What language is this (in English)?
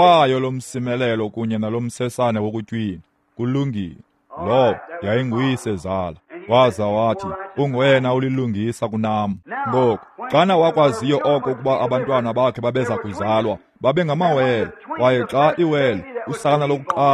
Xhosa